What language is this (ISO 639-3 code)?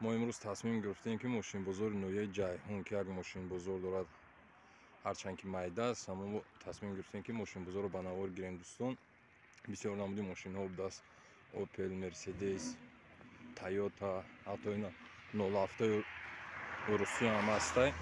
tgk